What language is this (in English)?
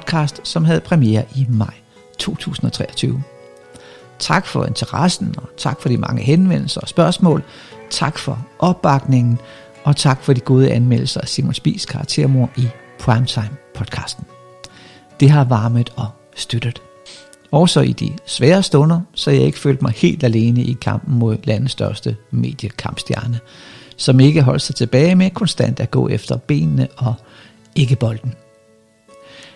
Danish